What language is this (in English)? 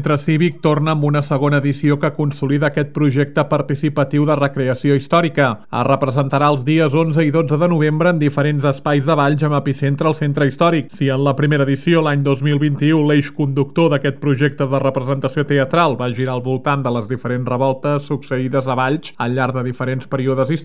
Catalan